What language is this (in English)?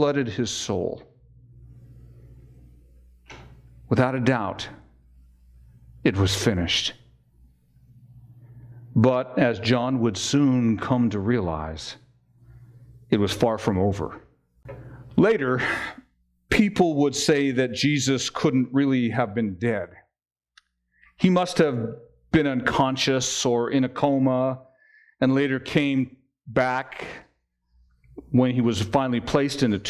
English